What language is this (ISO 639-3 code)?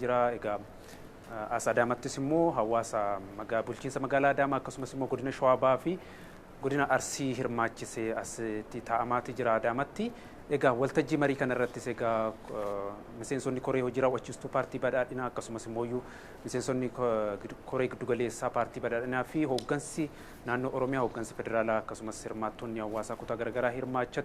orm